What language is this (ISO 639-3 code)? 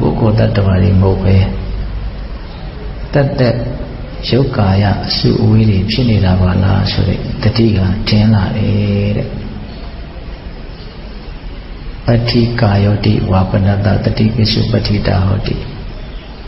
mya